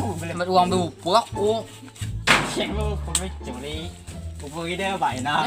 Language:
Banjar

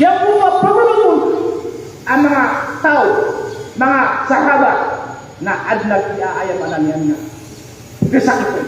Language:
Maranao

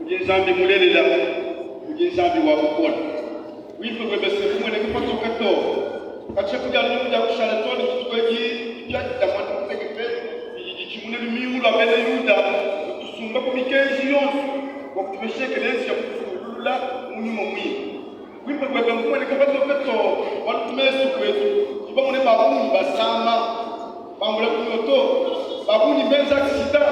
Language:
Luba-Lulua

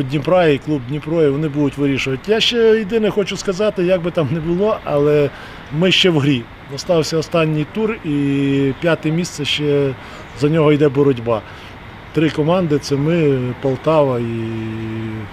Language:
Ukrainian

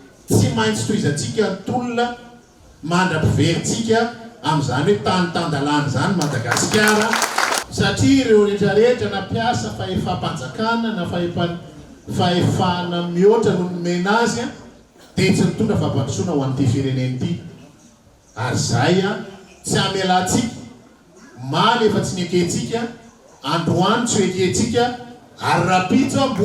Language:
Malagasy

